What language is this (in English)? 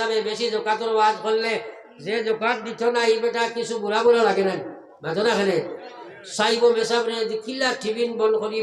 Sylheti